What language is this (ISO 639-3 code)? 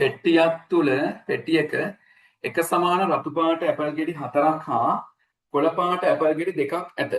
sin